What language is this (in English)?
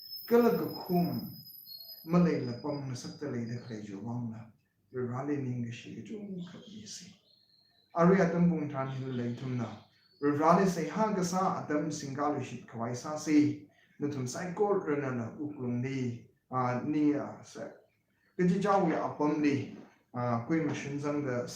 Tangkhul Naga (India)